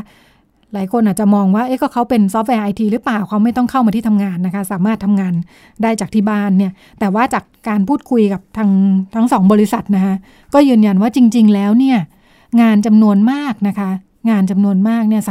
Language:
Thai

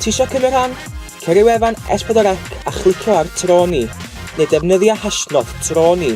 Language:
Welsh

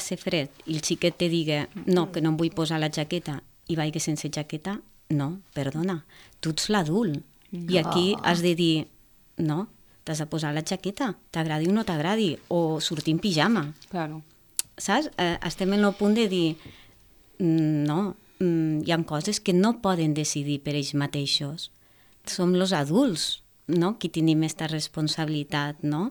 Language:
Catalan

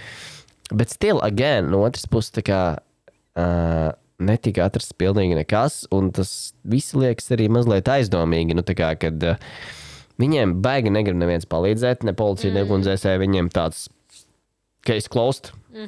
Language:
Latvian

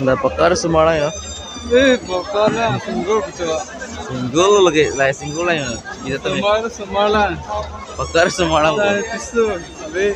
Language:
Karbi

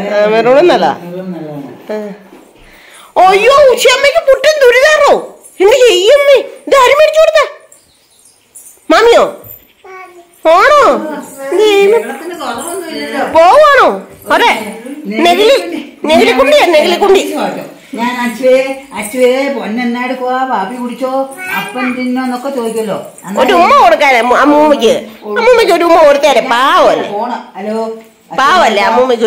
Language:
Malayalam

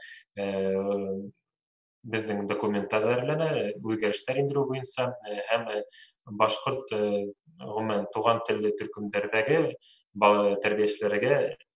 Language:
Bashkir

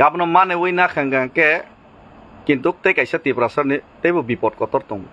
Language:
Kok Borok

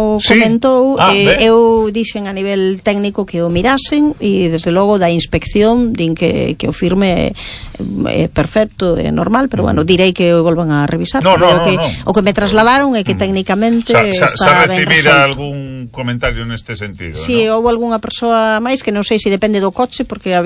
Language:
Galician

